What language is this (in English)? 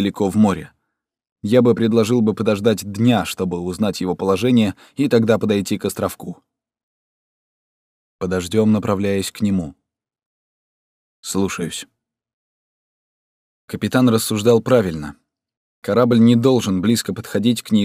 Russian